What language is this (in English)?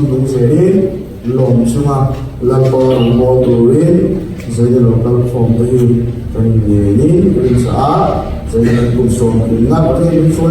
Mizo